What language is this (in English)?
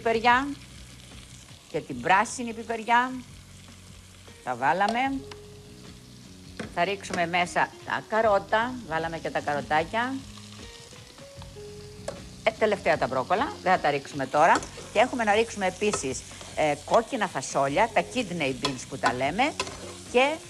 Greek